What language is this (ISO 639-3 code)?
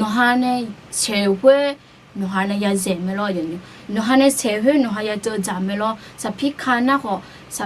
ahk